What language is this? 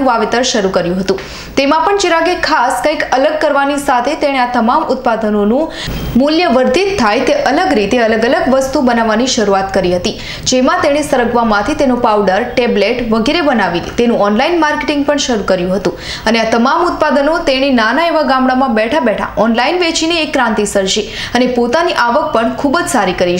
Gujarati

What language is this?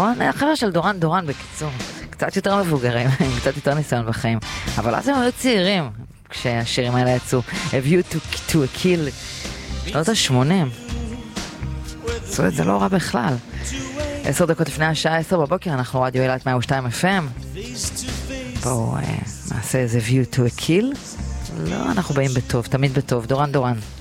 Hebrew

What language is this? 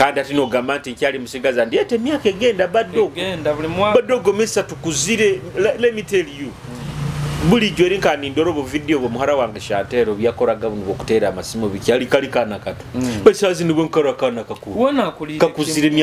Nyoro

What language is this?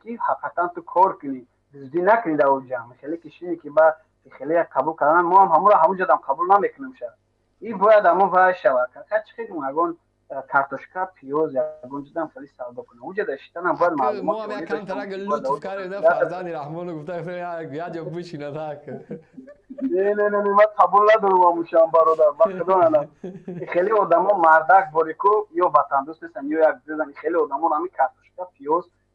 Tajik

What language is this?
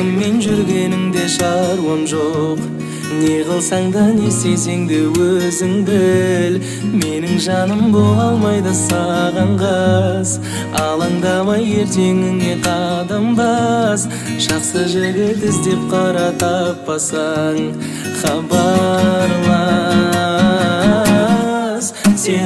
Kazakh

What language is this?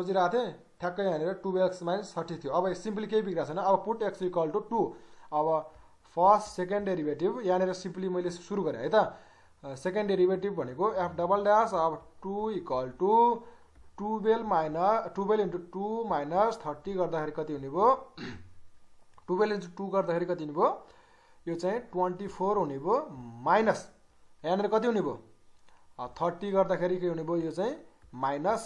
Nepali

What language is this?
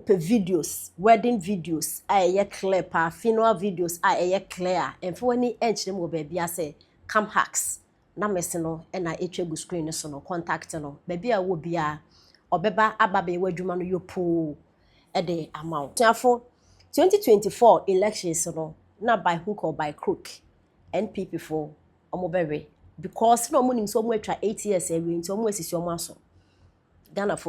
Akan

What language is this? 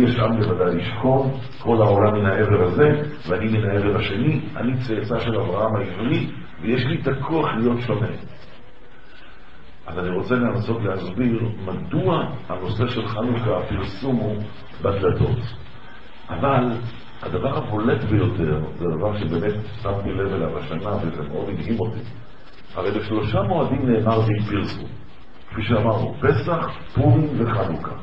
Hebrew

